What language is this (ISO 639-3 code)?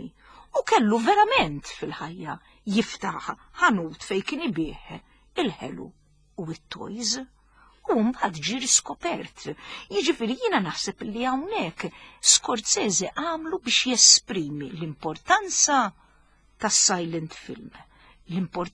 mlt